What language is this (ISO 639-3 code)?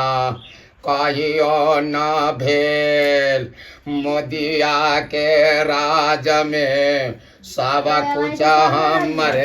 mai